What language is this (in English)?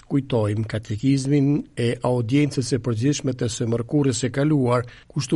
Albanian